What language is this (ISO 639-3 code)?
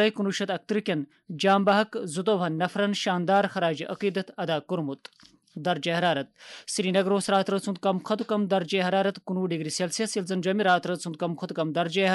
kas